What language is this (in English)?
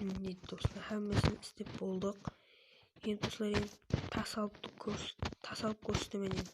Kara-Kalpak